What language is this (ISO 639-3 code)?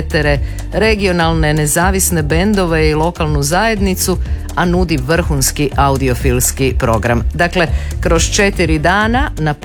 hrv